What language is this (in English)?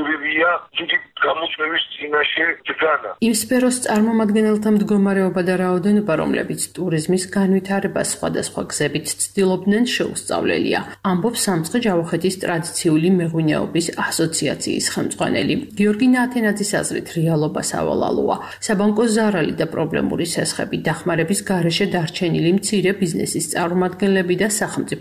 Georgian